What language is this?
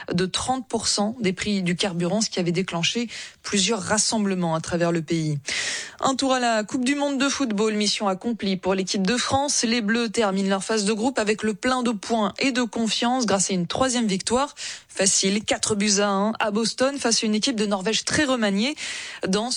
French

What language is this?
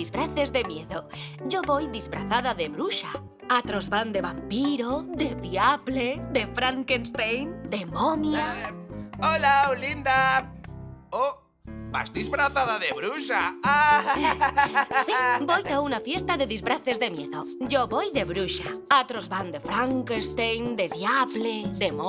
Aragonese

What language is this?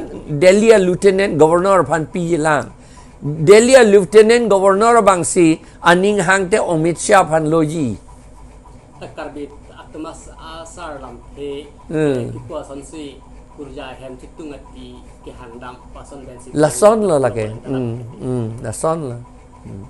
Karbi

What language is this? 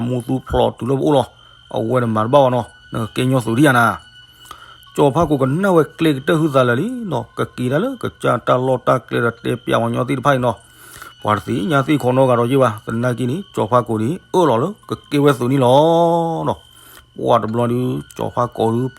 S'gaw Karen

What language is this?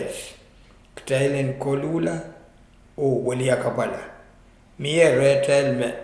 Pohnpeian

